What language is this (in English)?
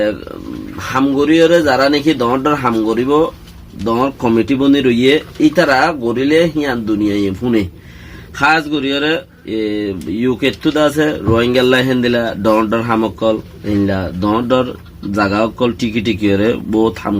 Rohingya